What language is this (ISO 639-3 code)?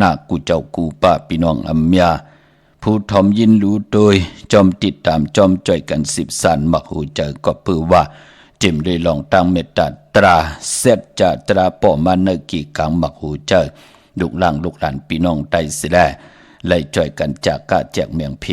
shn